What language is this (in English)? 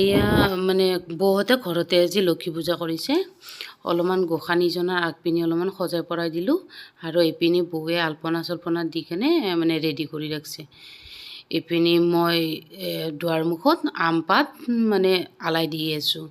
Assamese